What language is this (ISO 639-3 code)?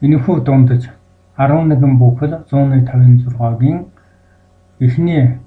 mon